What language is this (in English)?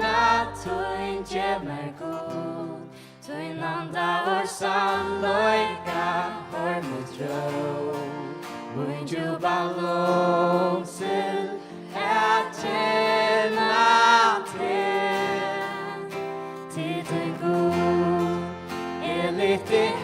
Faroese